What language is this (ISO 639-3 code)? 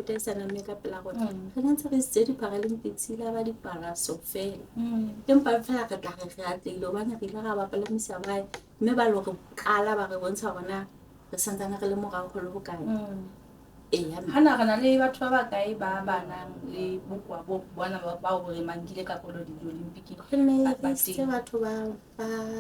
sot